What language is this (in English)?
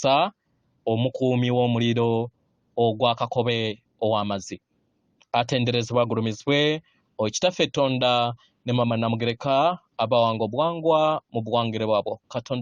Ganda